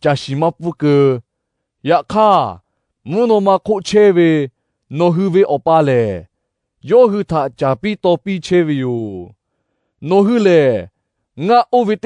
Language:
Lahu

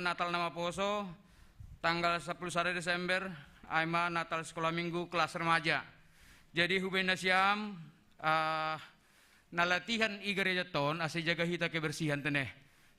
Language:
Batak Simalungun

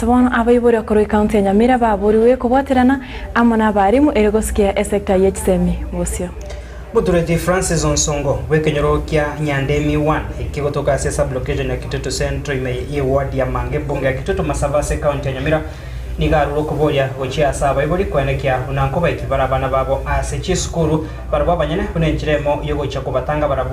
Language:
Gusii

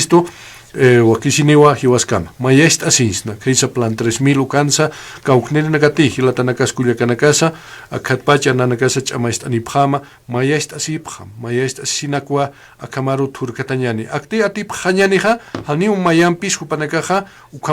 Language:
Aymara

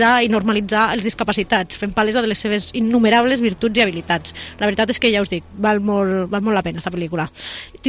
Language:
Catalan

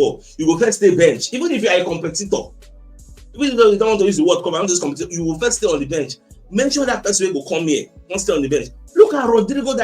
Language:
Nigerian Pidgin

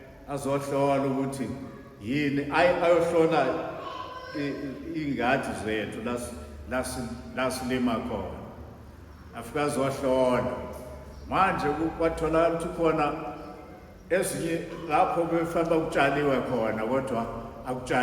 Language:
Zulu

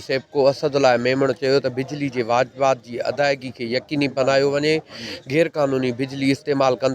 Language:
Sindhi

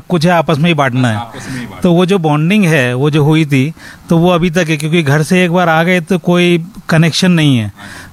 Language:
Hindi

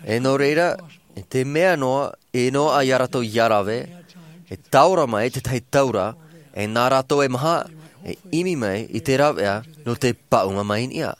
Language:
Tahitian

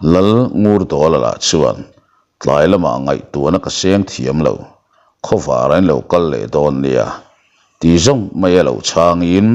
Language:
Mizo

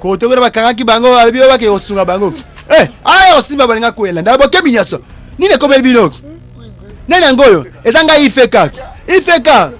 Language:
Lingala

